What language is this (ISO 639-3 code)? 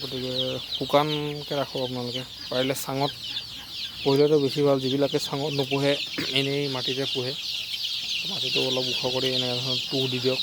asm